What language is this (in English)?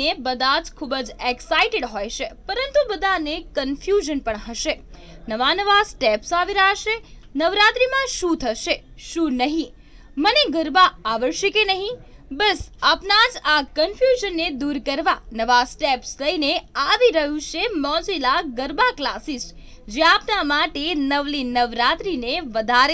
Gujarati